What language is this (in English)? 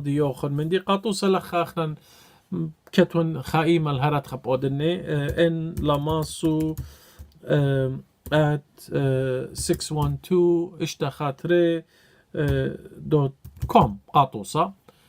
Assyrian Neo-Aramaic